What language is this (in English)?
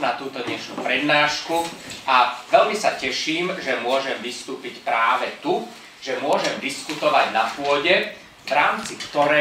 Slovak